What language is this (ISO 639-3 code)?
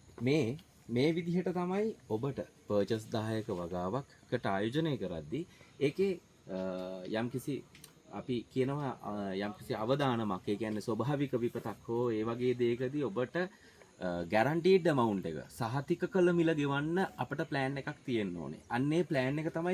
sin